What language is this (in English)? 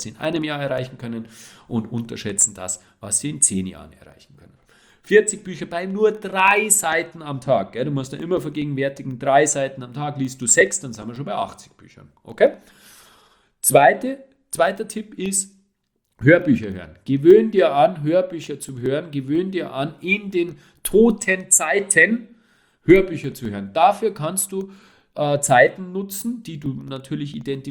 German